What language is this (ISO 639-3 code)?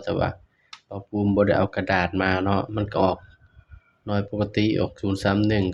tts